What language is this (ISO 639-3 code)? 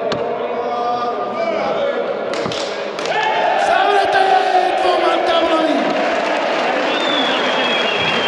slk